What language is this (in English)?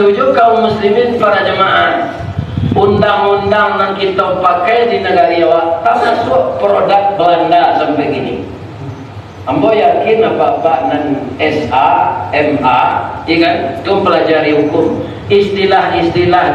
Minangkabau